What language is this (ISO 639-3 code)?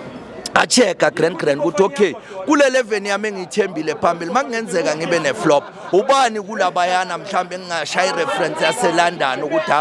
zul